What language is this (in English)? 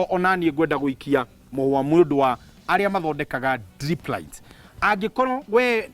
Kikuyu